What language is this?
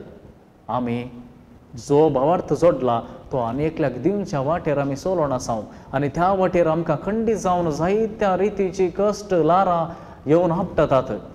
Konkani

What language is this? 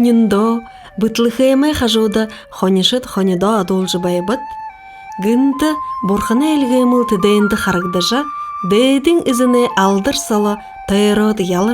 Buriat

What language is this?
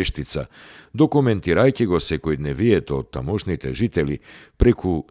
Macedonian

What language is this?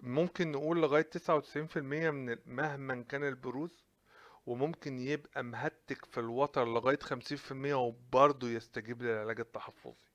Egyptian Arabic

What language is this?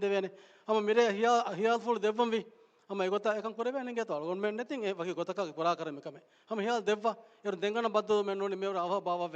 Divehi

